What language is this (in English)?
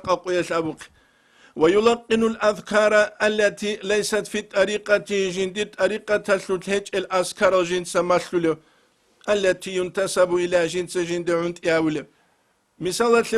Avaric